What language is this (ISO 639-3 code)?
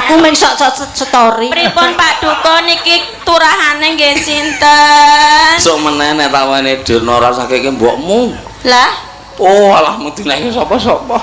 jav